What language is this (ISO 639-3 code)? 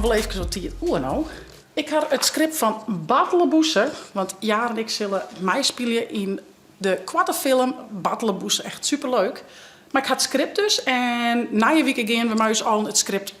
fry